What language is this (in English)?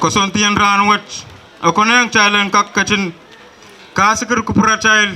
Pohnpeian